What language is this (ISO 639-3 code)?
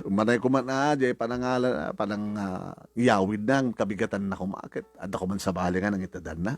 ilo